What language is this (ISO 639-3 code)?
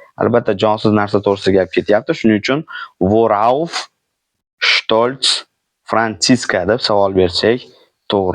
uzb